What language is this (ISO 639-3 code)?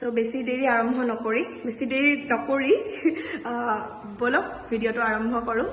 asm